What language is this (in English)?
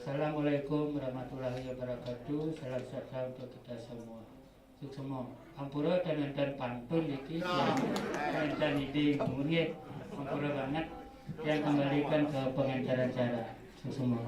Balinese